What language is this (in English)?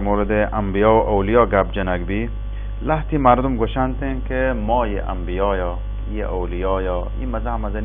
Baluchi